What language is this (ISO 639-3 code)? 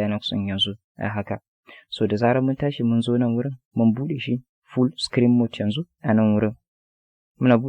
hau